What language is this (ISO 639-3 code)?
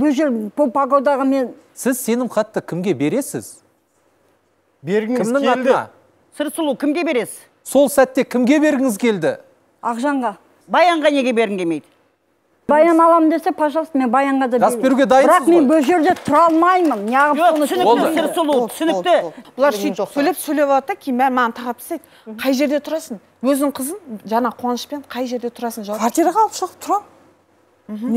kaz